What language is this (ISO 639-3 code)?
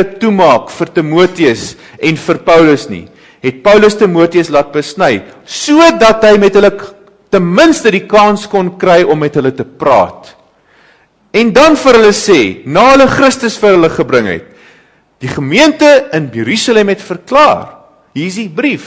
afr